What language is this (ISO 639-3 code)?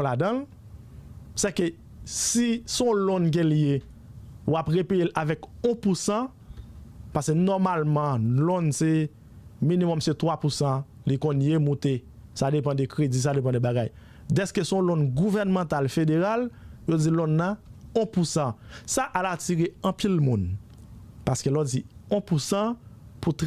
hat